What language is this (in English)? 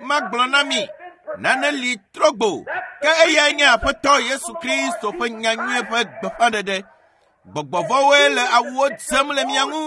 Ewe